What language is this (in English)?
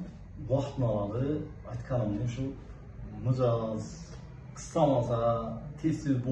Uzbek